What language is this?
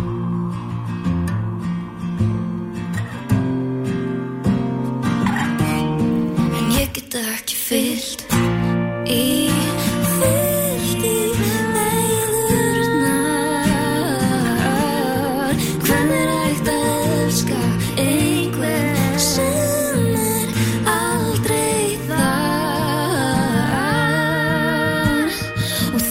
Icelandic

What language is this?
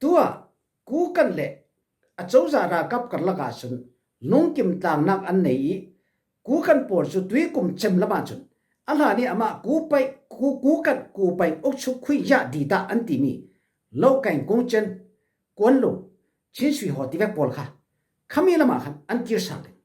Falam Chin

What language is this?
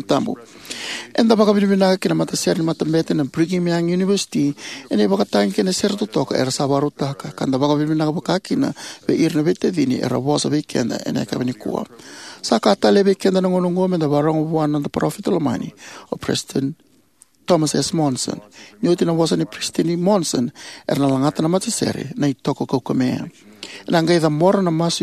Fijian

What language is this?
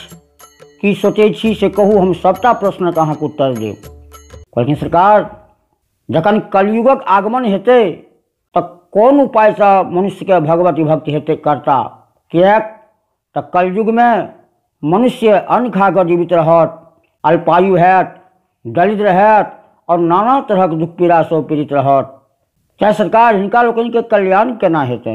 Maithili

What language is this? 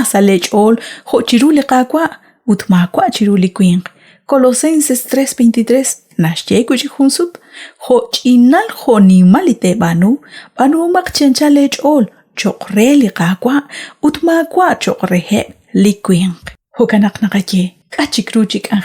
Kekchí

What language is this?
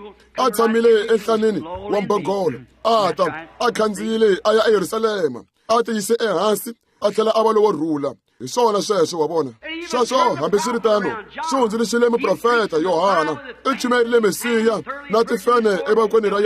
Tsonga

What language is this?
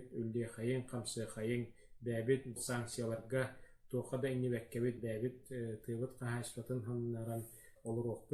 Yakut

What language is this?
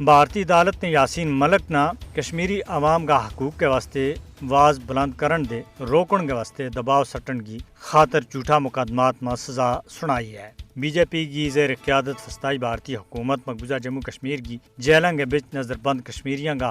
Gujari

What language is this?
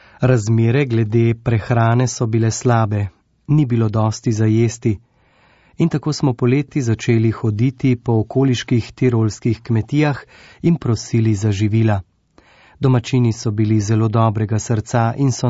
Slovenian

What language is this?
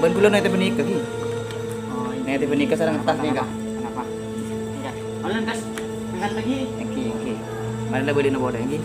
Madurese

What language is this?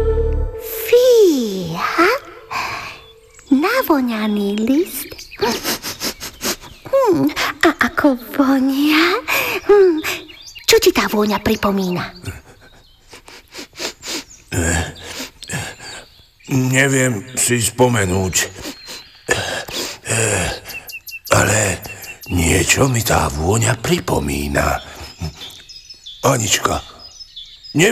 Slovak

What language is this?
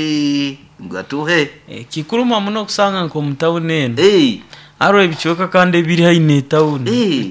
Nyoro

